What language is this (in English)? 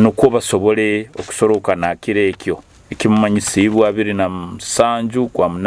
Nyoro